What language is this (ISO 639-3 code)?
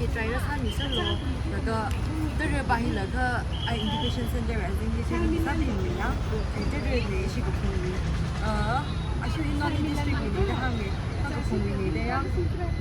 nmf